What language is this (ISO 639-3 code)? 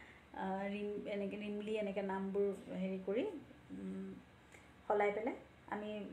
asm